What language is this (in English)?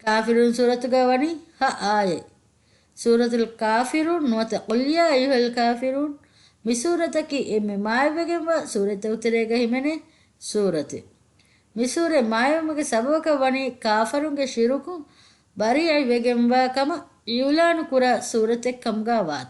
Divehi